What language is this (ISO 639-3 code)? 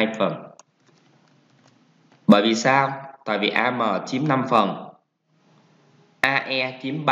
vie